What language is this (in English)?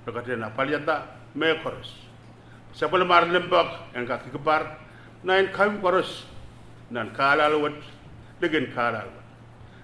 Pohnpeian